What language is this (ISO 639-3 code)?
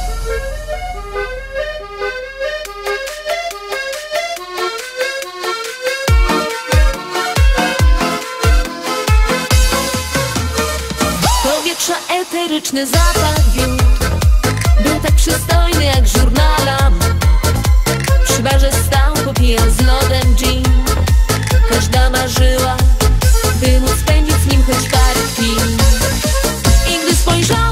pol